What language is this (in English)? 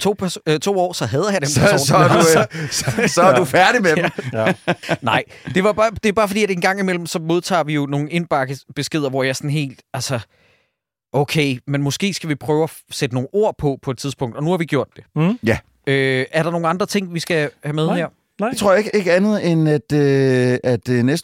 Danish